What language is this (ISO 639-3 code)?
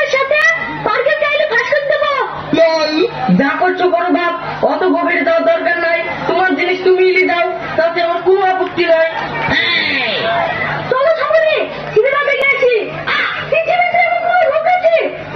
ben